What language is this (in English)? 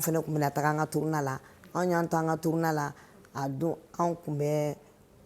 Bambara